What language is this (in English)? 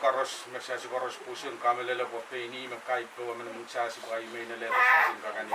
Pohnpeian